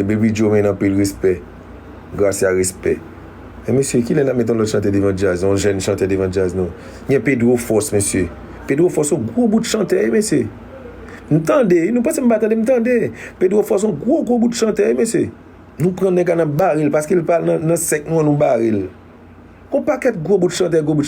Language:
Haitian Creole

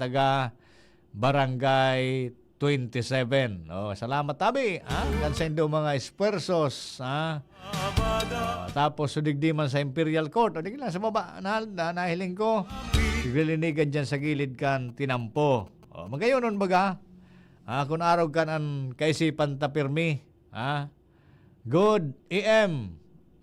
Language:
Bikol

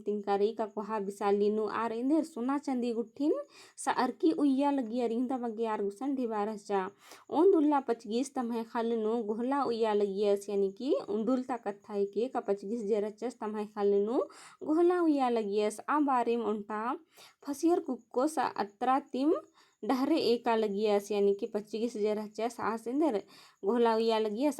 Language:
Kurukh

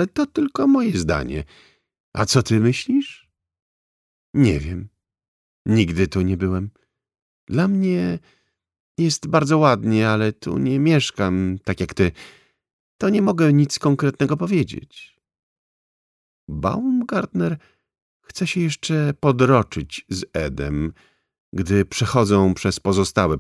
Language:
Polish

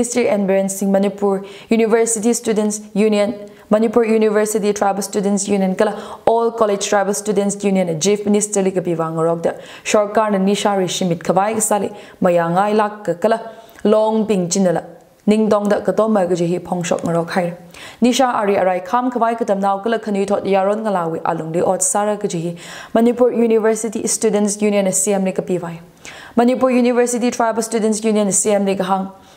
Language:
Tangkhul Naga (India)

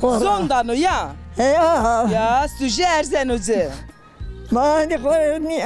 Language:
Zaza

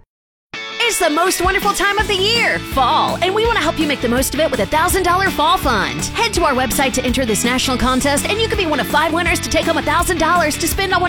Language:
English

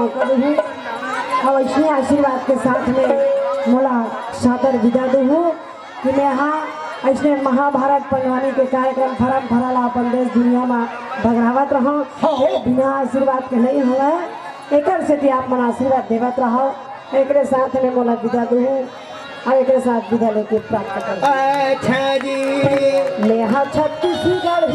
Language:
Chhattisgarhi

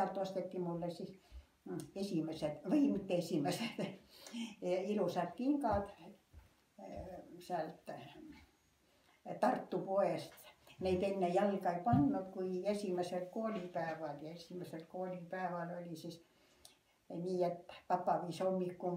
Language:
Estonian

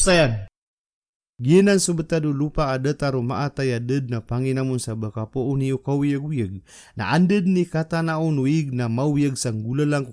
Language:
Maranao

